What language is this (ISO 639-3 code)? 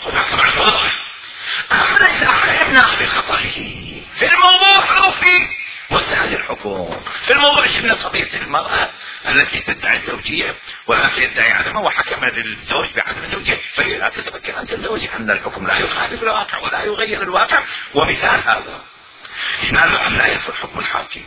acm